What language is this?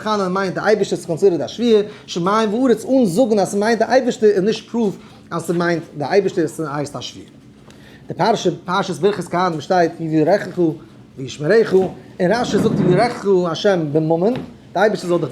Yiddish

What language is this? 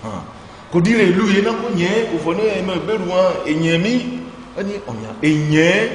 Ifè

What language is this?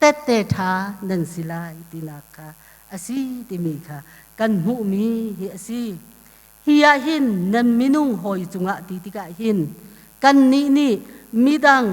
Hakha Chin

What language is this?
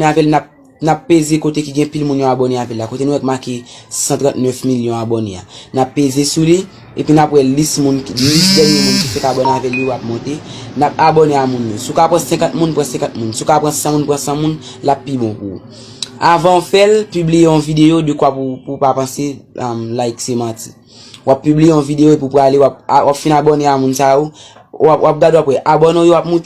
Haitian Creole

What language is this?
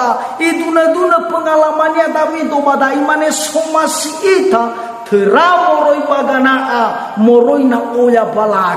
Nias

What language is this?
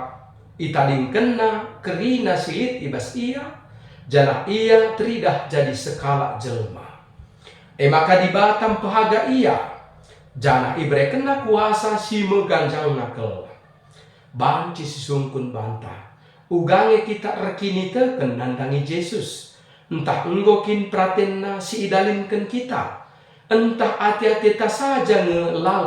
Batak Karo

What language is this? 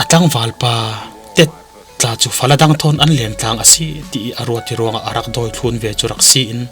Falam Chin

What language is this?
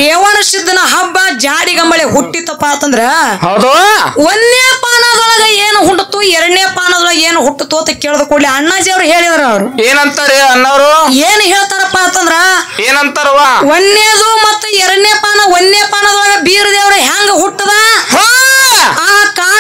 Kannada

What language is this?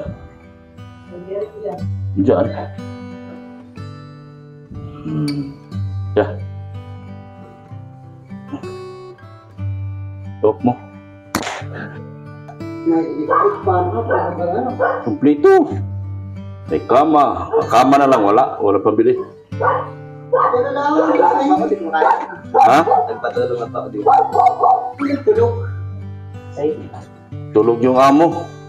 Filipino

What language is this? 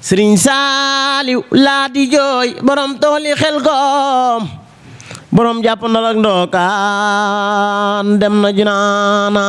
Wolof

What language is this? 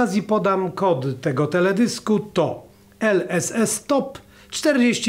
Polish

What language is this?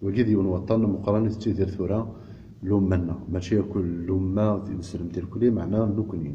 Kabyle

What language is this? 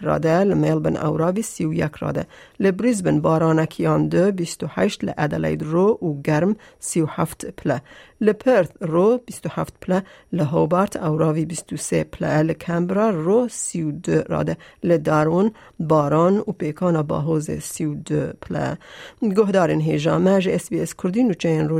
Kurdish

